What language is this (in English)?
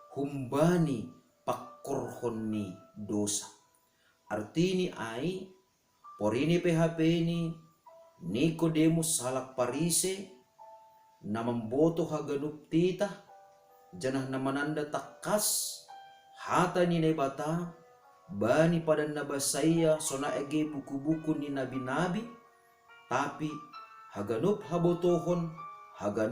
Batak Simalungun